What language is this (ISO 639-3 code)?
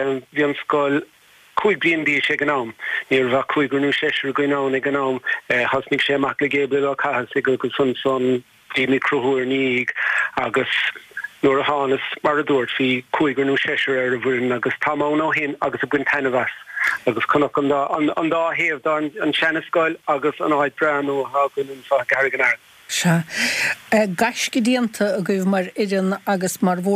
gle